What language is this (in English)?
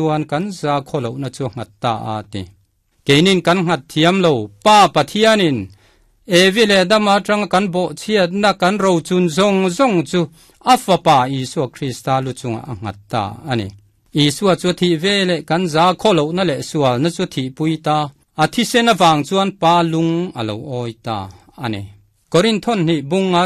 Mizo